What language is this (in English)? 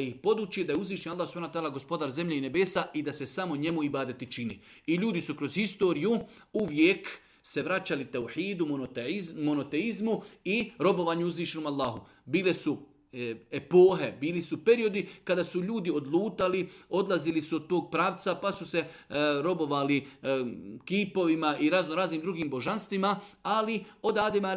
Bosnian